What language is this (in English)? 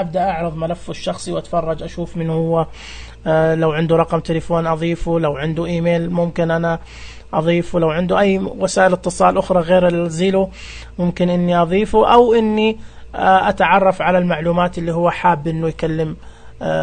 Najdi Arabic